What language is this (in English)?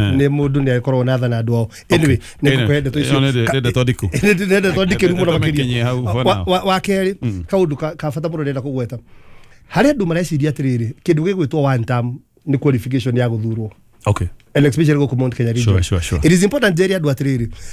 Kikuyu